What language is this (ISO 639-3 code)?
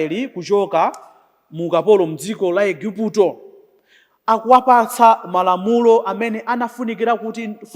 nya